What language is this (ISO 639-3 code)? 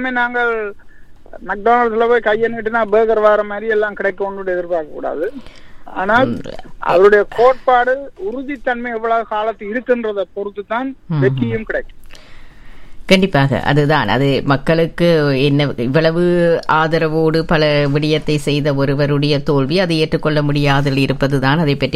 tam